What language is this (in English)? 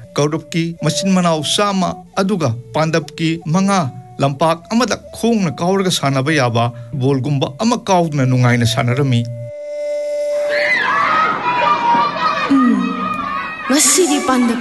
Manipuri